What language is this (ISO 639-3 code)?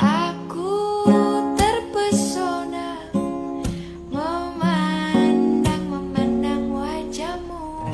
bew